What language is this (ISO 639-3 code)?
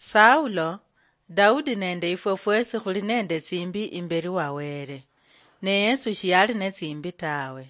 luy